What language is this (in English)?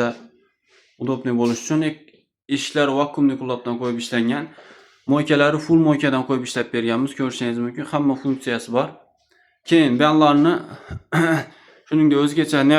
Uzbek